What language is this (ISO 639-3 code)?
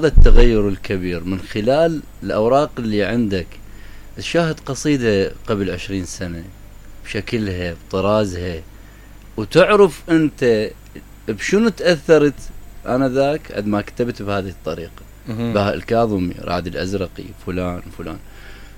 acm